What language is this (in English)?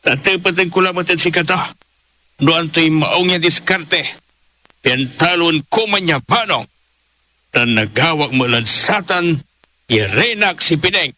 Pangasinan